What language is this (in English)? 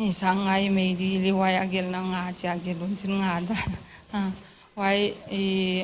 Paite Chin